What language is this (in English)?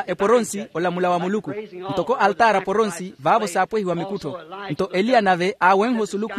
Makhuwa